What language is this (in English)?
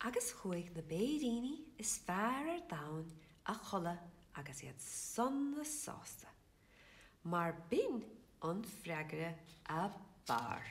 Irish